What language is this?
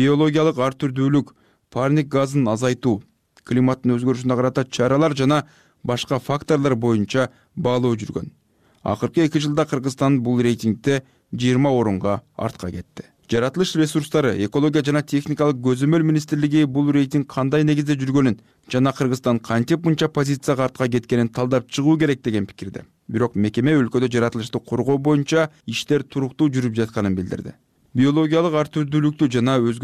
Kyrgyz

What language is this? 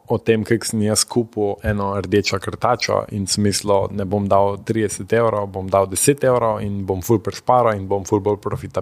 Slovenian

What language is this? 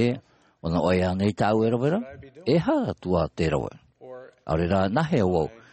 Tahitian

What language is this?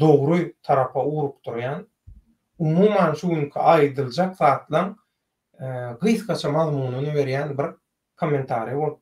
Turkmen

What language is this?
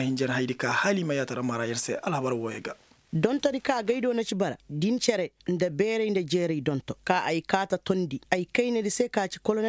Koyraboro Senni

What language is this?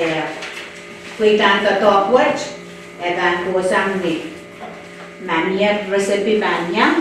Pohnpeian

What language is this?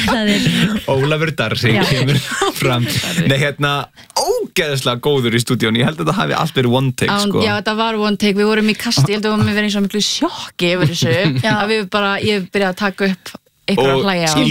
Icelandic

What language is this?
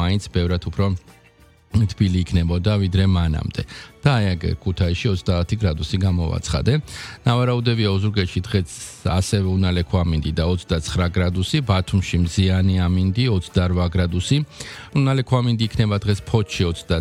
Georgian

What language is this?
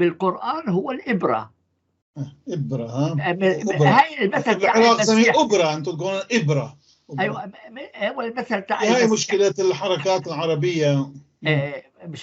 North Levantine Arabic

